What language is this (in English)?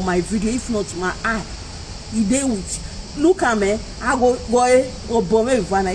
Nigerian Pidgin